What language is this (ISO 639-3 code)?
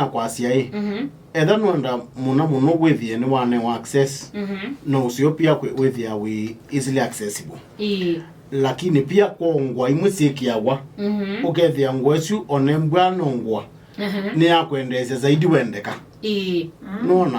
kam